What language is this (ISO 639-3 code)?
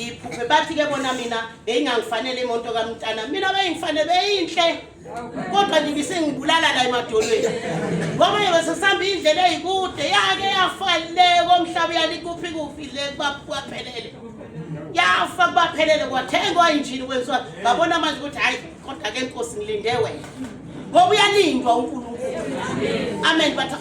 zul